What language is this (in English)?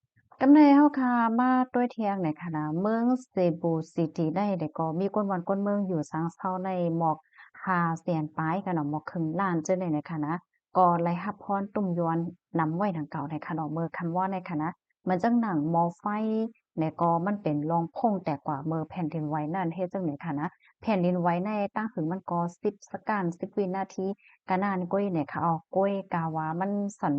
Shan